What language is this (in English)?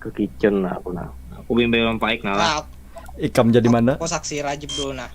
Banjar